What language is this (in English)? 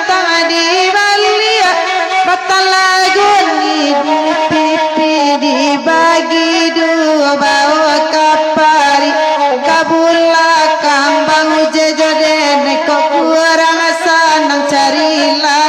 Minangkabau